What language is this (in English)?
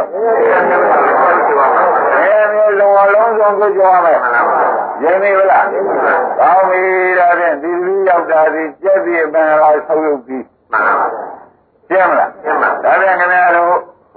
Burmese